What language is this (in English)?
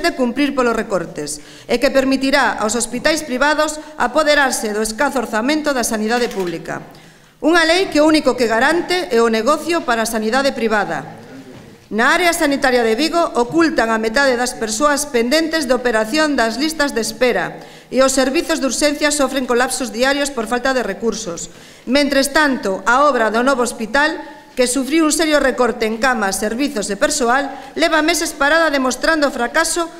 Galician